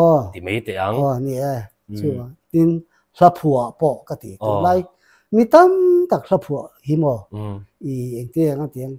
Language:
Mizo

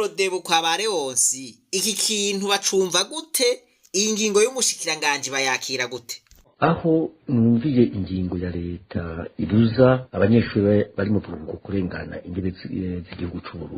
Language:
Rundi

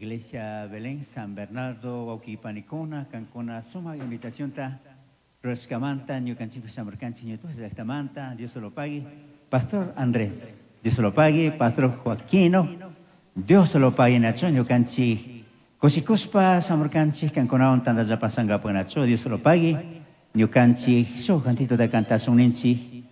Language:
Chimborazo Highland Quichua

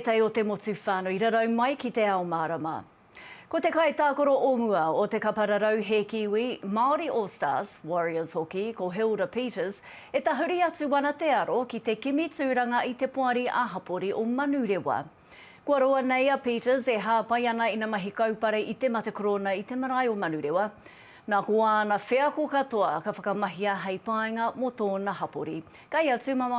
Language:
Māori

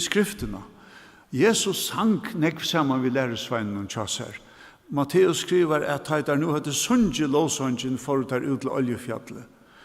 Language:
Faroese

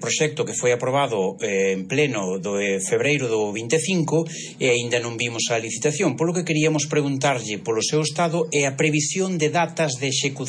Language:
Galician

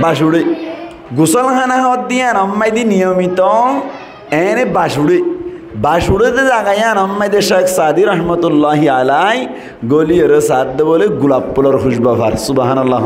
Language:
Rohingya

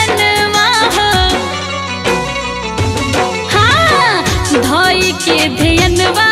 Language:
Bhojpuri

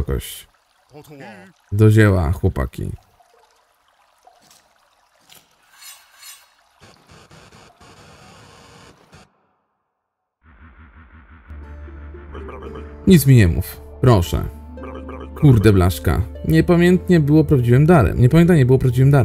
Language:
Polish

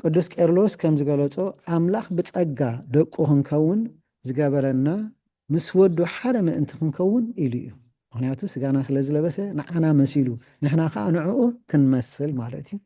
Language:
Tigrinya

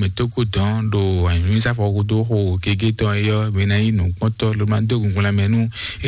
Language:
Fon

